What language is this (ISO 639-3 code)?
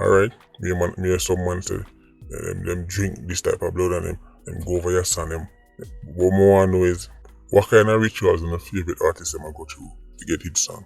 jam